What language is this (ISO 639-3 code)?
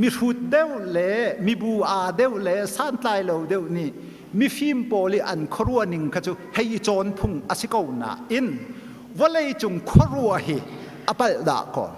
cnh